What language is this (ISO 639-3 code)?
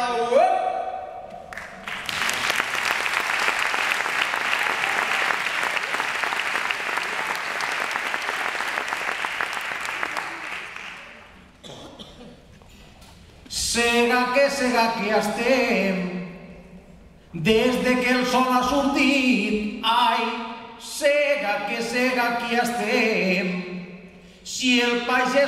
cat